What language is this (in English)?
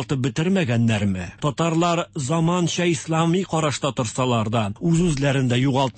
Tatar